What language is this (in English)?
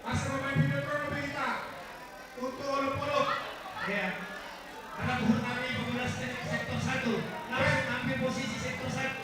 Batak Simalungun